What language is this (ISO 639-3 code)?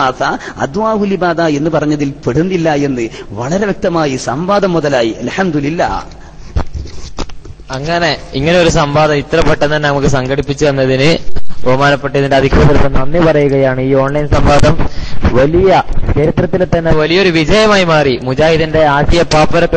mal